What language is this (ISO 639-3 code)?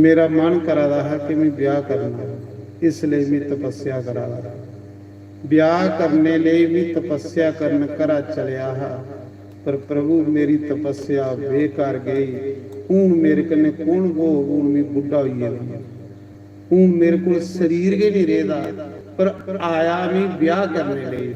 doi